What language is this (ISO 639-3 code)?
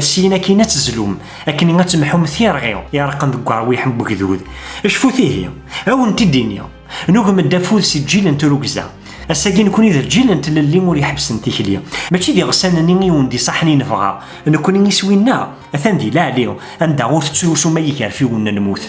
kab